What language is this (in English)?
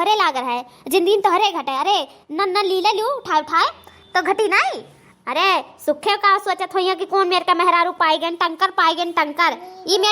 Awadhi